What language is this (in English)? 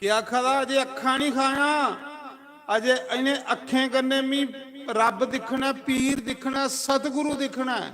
Dogri